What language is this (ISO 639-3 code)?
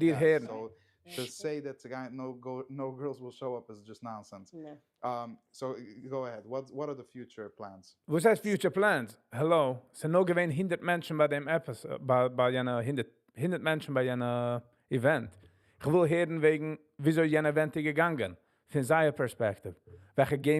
yid